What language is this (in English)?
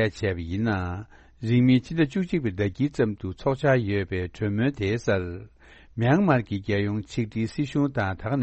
Tibetan